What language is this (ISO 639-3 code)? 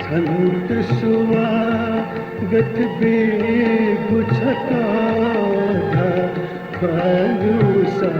new